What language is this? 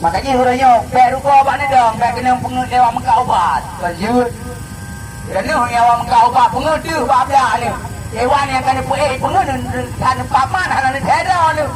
Achinese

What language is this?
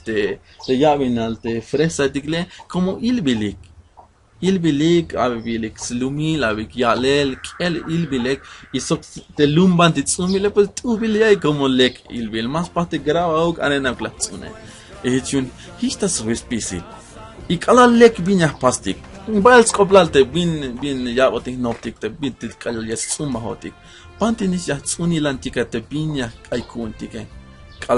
Tzeltal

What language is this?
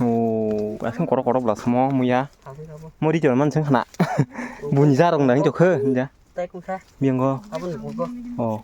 Kok Borok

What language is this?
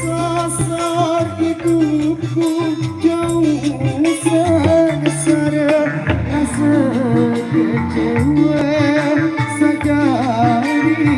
Sasak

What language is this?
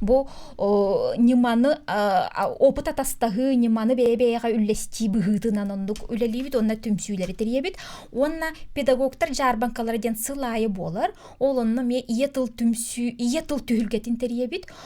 Yakut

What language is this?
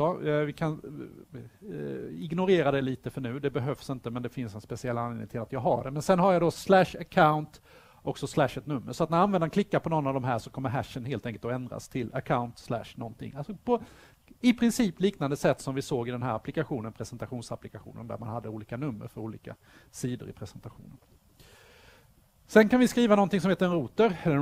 Swedish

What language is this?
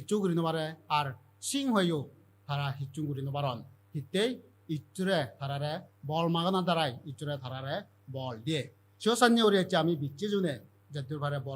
Chakma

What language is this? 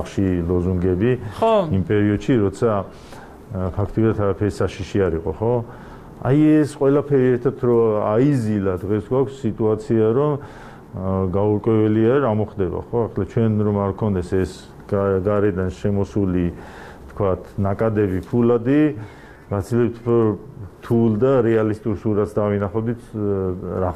Georgian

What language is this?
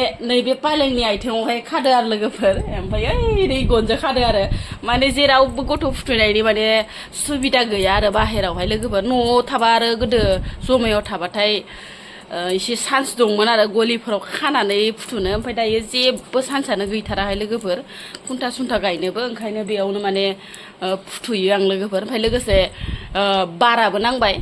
Bodo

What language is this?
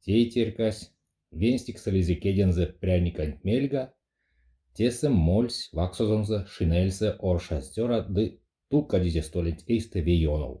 Erzya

